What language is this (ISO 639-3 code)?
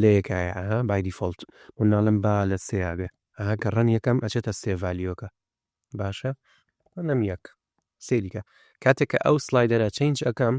ckb